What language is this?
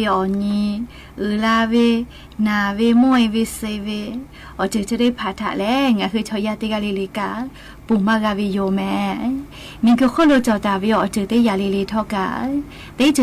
Lahu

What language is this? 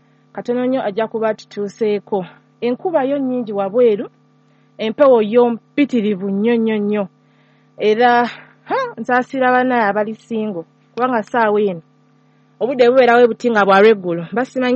Ganda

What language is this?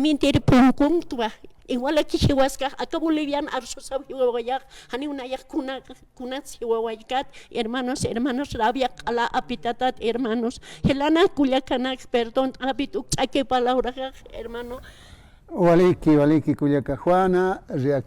Aymara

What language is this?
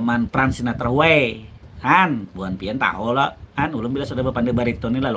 Banjar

